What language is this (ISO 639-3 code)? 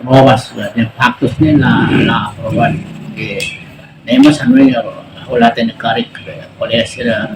tet